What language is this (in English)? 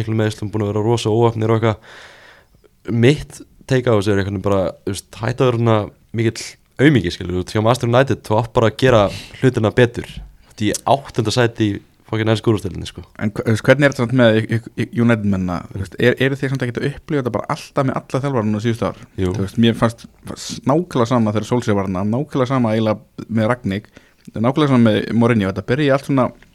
Icelandic